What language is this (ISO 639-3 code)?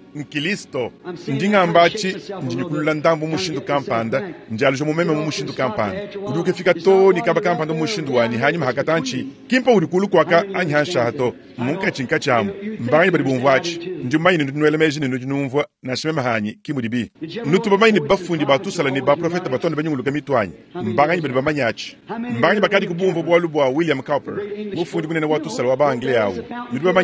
lua